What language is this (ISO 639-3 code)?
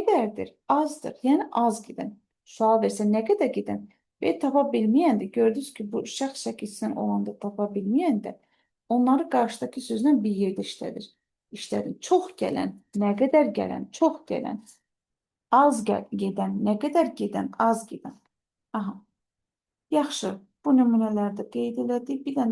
aze